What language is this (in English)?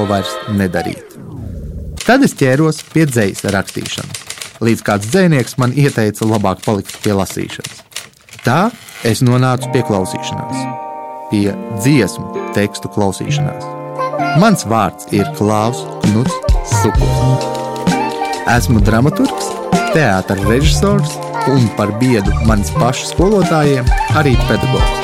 Latvian